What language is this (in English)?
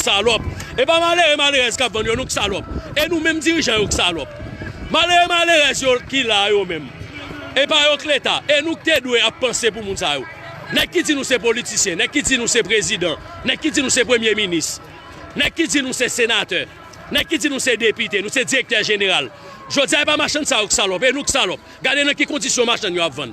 Haitian Creole